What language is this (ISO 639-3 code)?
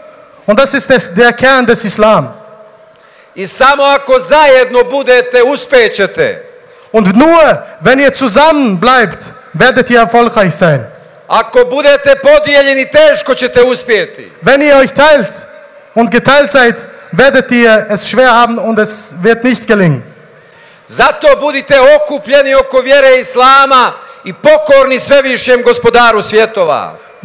bos